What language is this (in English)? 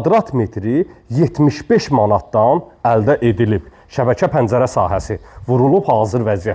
Azerbaijani